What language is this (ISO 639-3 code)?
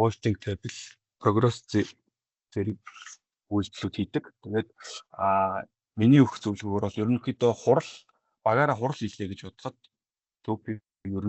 mon